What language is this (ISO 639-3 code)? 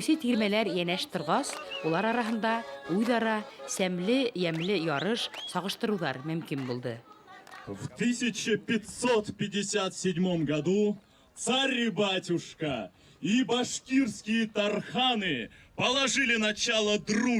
bak